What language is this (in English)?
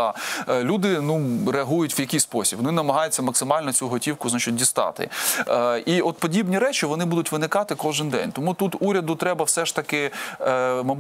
Ukrainian